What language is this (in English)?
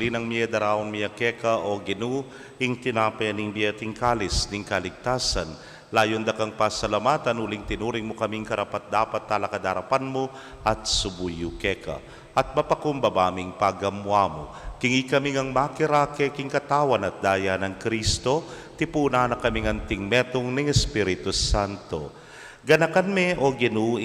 Pampanga